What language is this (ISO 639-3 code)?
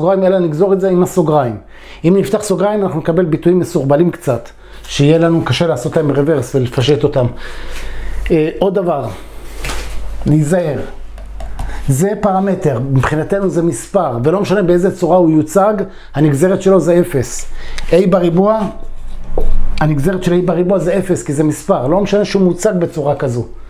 heb